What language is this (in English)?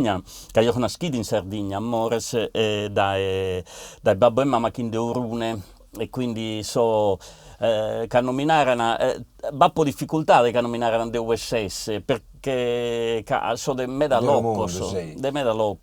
Sardinian